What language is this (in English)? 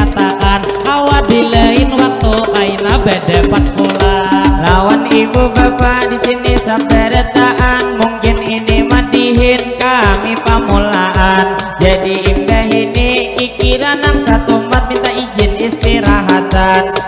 Banjar